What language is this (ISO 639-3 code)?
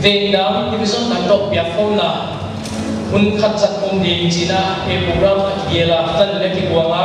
pck